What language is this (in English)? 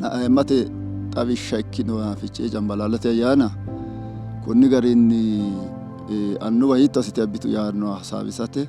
Sidamo